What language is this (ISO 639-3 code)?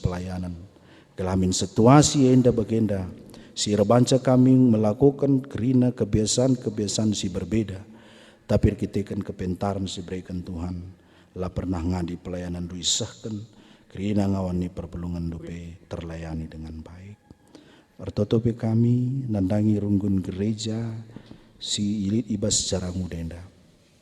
btx